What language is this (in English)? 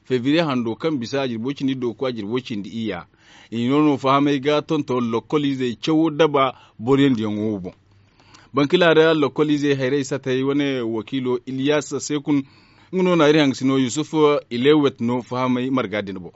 Zarma